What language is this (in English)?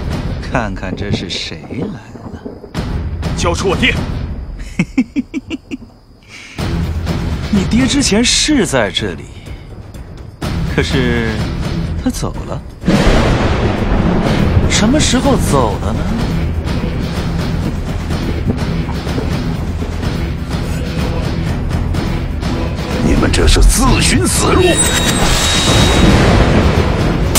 Chinese